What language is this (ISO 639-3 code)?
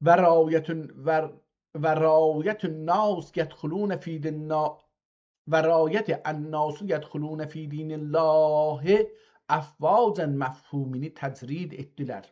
azb